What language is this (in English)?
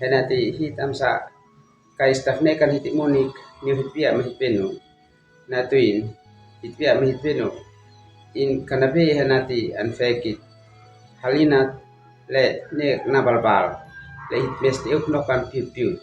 Uab Meto